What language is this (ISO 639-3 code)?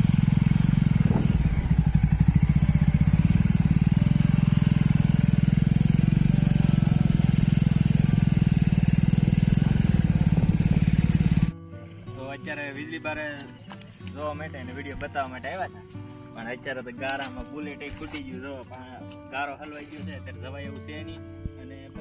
guj